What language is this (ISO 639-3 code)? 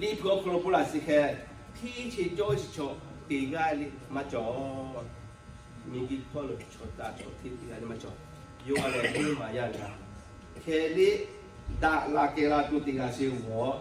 lhu